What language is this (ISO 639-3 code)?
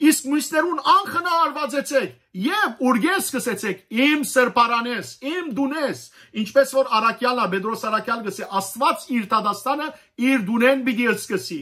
hyw